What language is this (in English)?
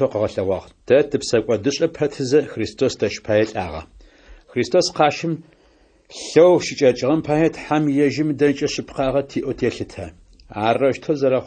Adyghe